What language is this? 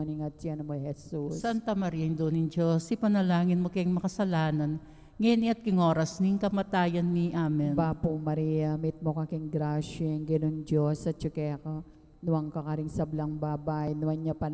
Pampanga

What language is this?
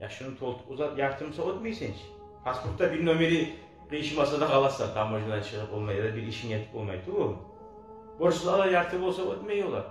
Kumyk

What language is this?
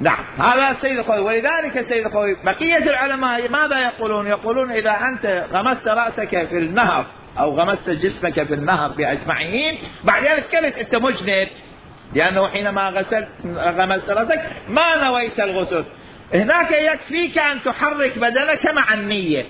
Mesopotamian Arabic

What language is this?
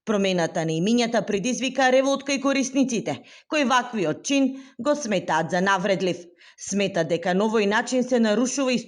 Macedonian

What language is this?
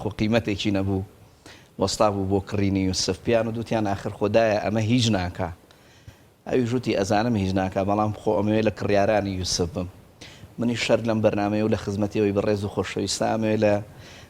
Central Kurdish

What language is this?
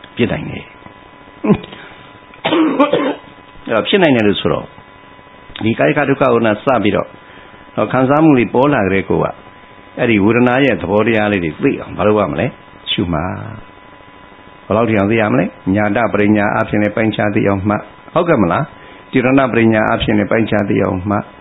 Burmese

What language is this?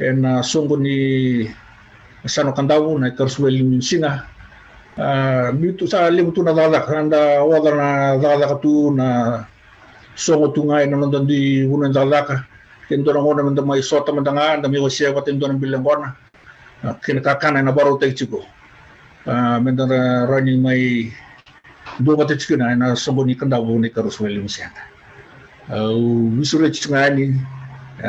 Fijian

